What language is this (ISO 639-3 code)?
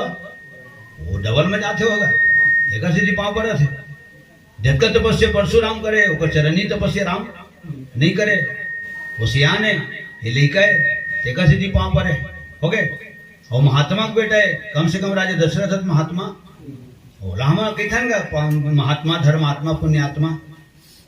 hne